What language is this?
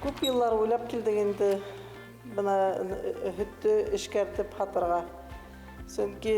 Bashkir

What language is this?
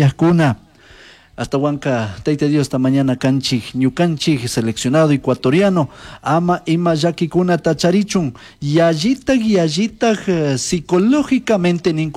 Chimborazo Highland Quichua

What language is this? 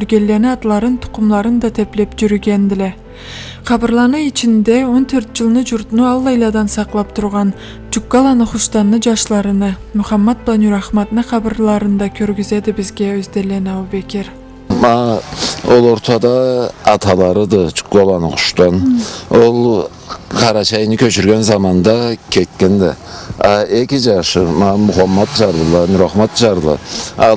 Karachay-Balkar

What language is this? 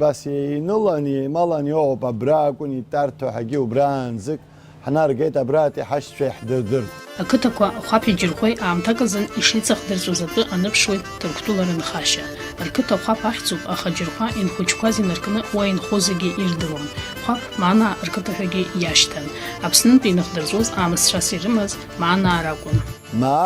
Abkhazian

